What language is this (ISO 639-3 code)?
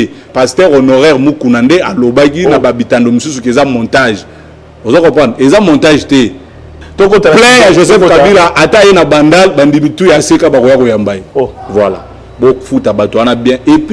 lin